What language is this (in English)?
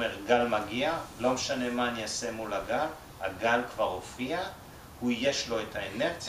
Hebrew